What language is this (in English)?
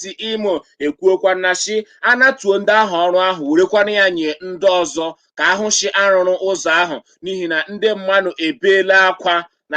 Igbo